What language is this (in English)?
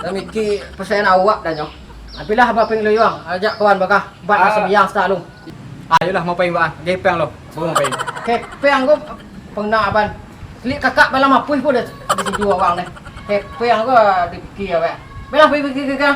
Minangkabau